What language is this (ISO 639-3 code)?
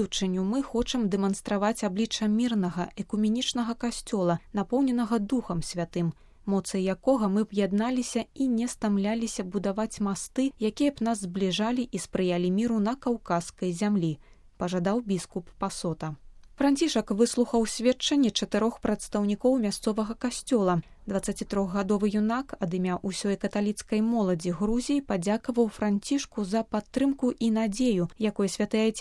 bel